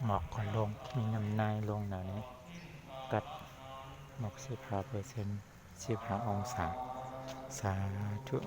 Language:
Shan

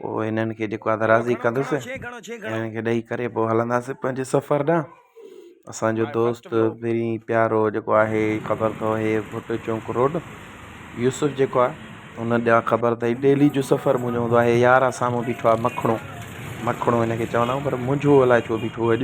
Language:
Sindhi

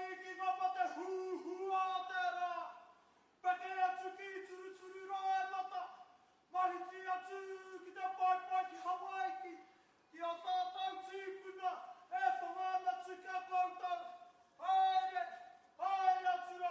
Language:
Māori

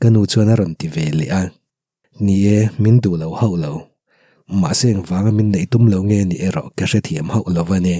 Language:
Mizo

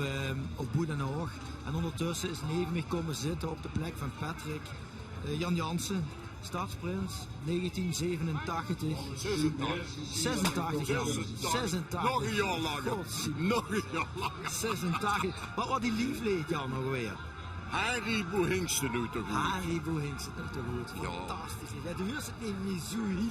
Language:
Limburgish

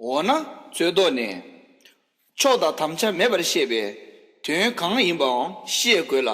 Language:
Tibetan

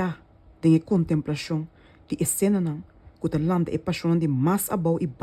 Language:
Papiamento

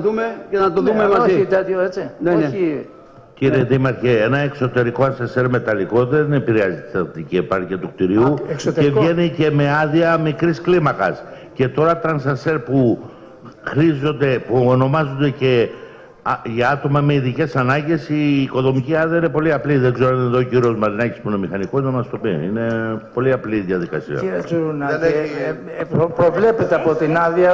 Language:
Greek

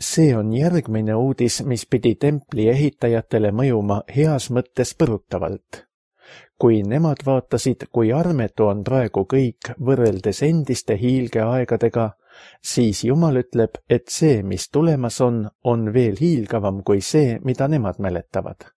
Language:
Estonian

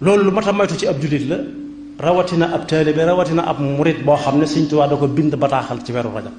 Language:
Wolof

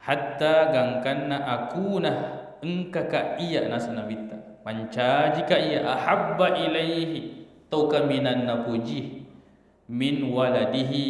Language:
Buginese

